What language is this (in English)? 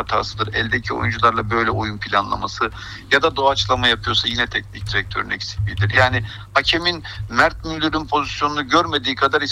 Turkish